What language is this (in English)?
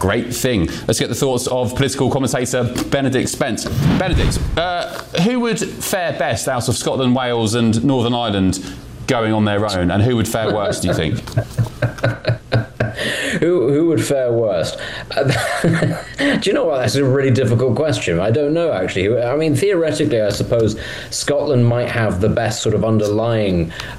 English